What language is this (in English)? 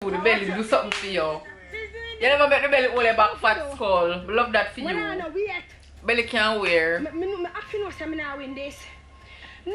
Jamaican Creole English